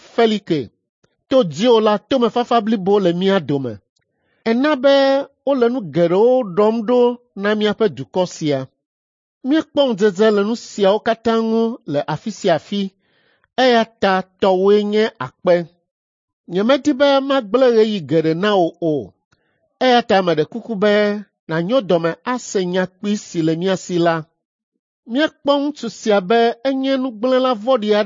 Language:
Ewe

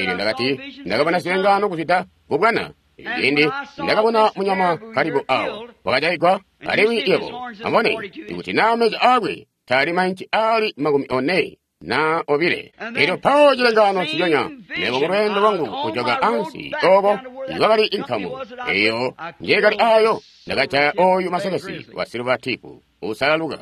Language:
Tonga (Zambia)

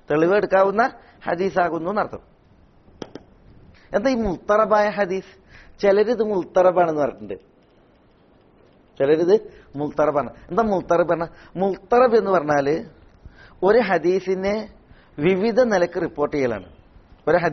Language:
Malayalam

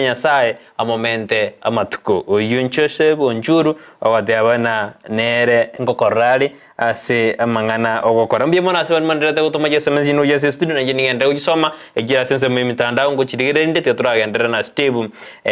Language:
Gusii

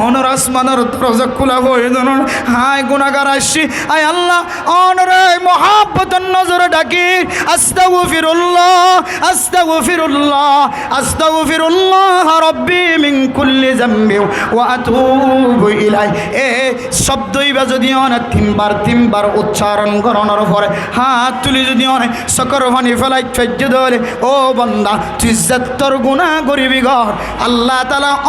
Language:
Rohingya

